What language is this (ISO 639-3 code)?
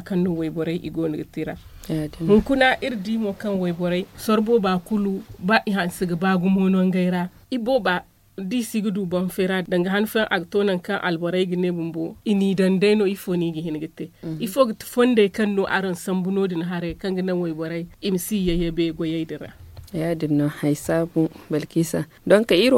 dje